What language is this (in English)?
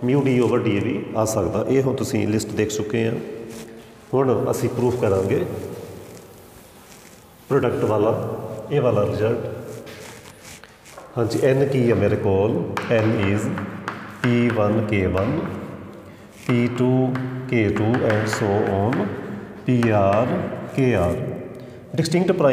Punjabi